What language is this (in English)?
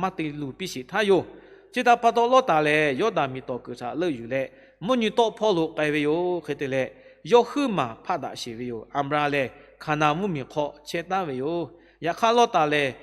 Lahu